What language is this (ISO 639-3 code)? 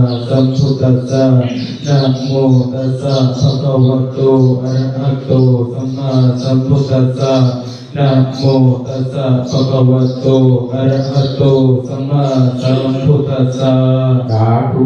pli